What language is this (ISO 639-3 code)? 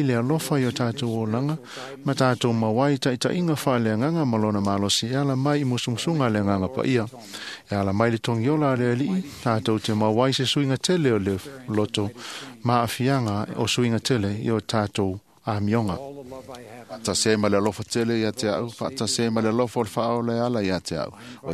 smo